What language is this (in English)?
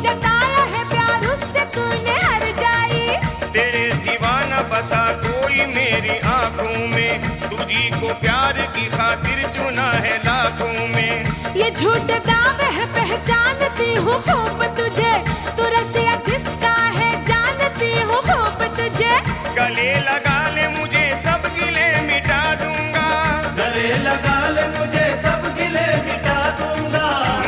Hindi